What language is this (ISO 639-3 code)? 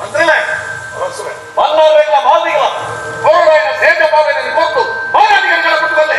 tcy